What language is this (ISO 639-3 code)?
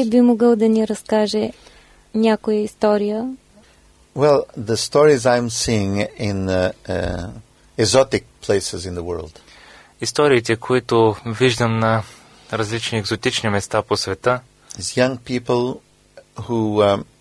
bul